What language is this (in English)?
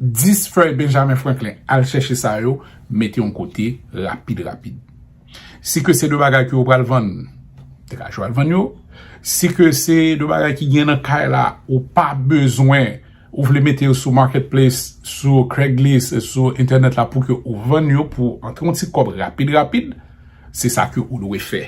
Haitian Creole